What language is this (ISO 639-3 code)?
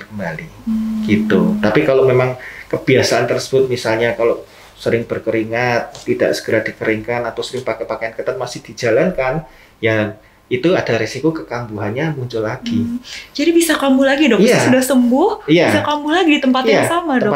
ind